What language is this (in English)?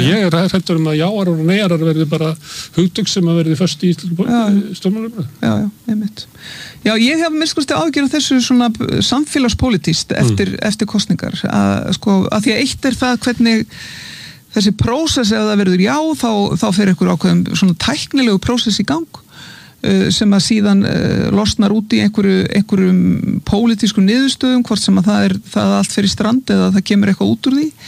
Icelandic